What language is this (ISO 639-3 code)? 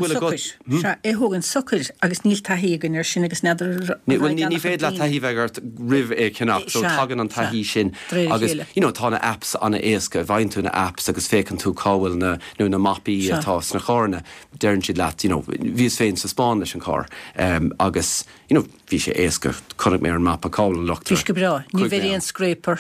gle